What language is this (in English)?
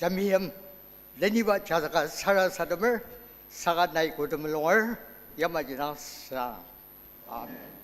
Ao Naga